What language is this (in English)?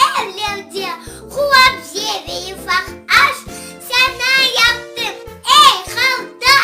Crimean Tatar